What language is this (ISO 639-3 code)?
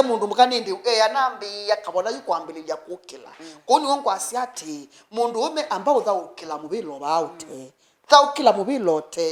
kam